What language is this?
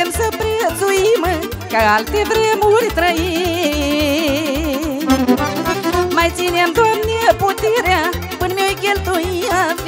Romanian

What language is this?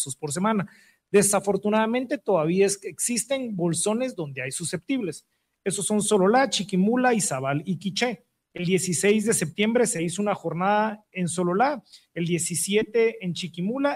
Spanish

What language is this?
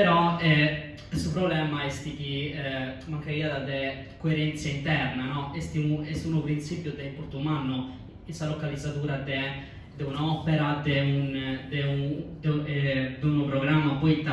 Sardinian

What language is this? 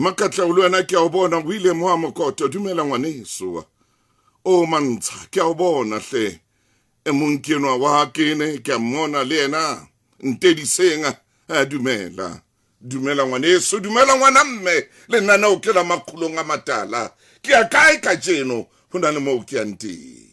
Southern Sotho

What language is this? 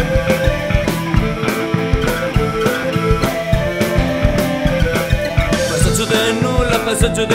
Italian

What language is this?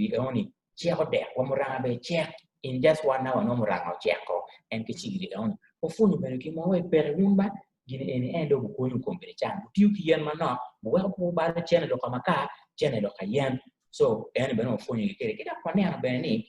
Acoli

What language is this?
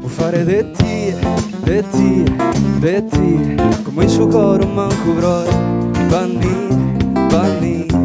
Sardinian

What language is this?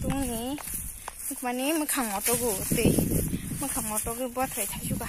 Kok Borok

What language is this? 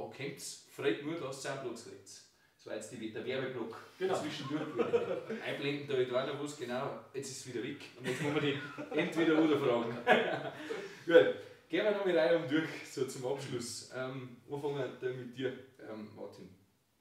Bavarian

